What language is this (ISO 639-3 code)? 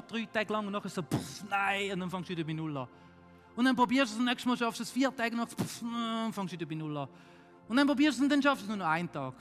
gsw